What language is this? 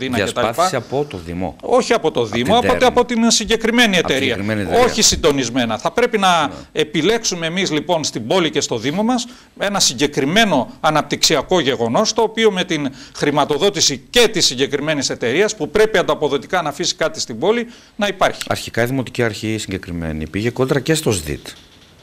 Greek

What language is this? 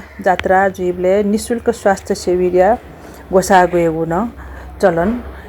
Newari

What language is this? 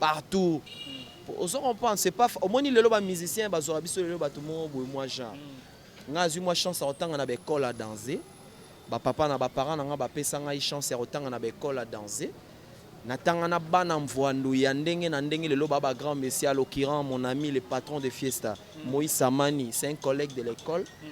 Lingala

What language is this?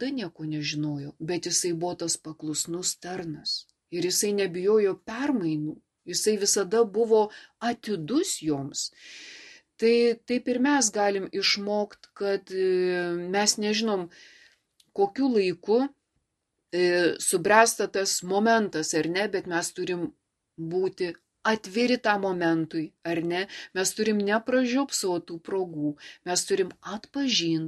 Lithuanian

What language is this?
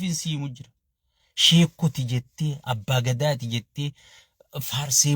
Oromo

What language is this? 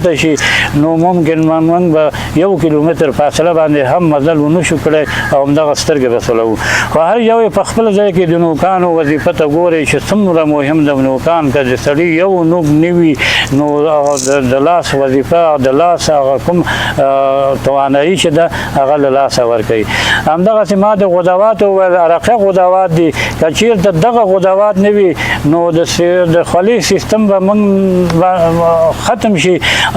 Pashto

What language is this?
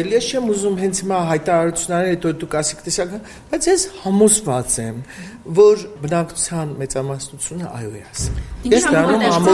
Armenian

